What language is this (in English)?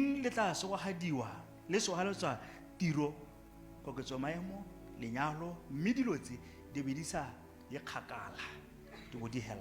Tswana